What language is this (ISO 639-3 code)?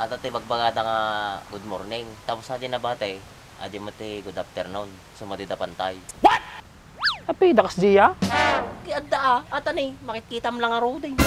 ilo